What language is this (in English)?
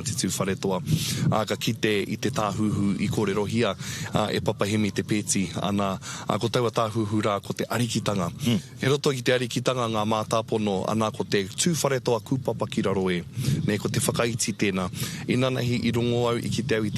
Māori